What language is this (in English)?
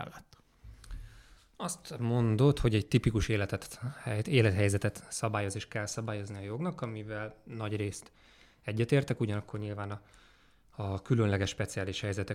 Hungarian